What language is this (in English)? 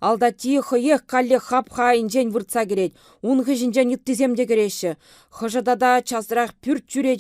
Chuvash